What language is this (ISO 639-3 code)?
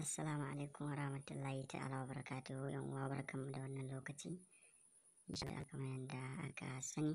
hau